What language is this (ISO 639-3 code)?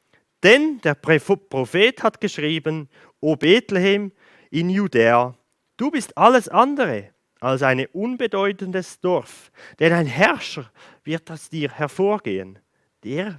gsw